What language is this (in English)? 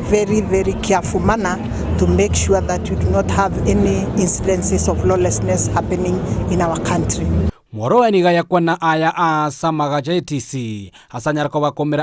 Gusii